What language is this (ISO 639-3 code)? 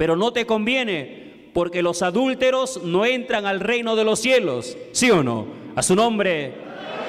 spa